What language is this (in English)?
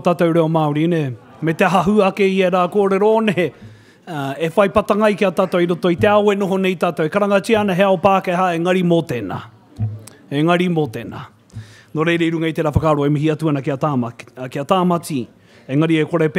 Māori